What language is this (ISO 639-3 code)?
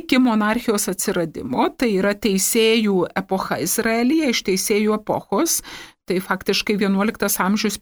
lit